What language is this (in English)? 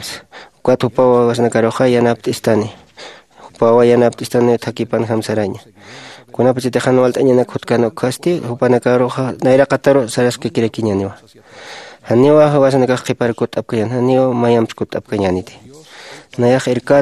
Aymara